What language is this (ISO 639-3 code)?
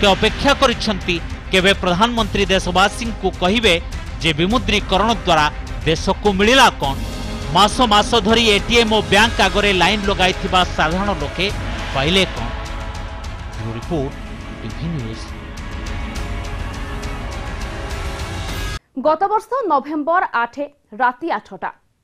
ori